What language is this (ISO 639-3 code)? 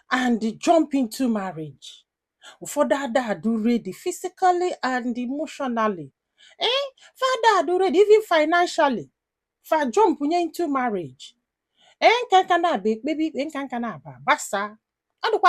ibo